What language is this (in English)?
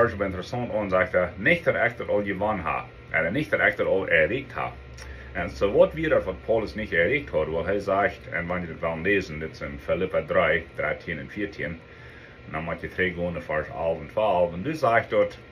Plautdietsch